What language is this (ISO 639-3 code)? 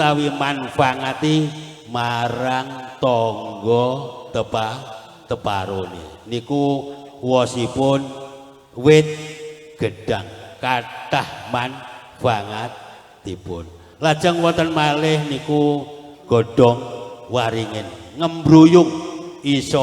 jav